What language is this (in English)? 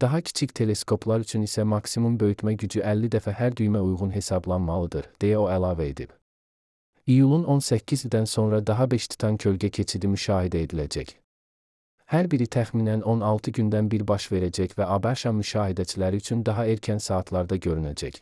Azerbaijani